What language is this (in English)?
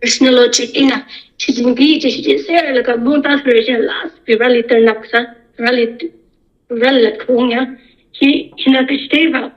Tangkhul Naga (India)